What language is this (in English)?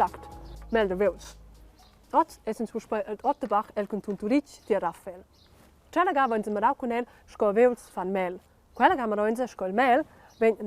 Romansh